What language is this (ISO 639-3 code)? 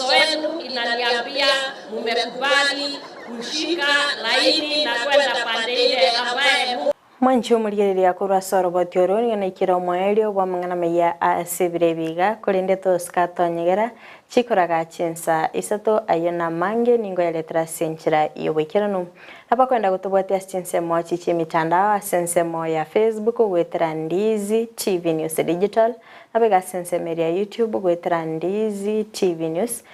guz